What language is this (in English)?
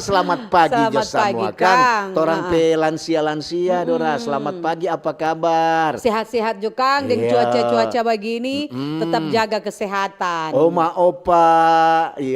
Manado Malay